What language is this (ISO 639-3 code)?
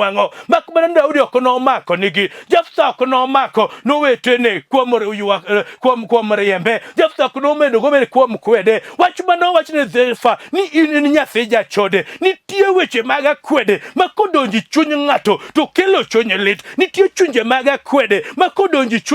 luo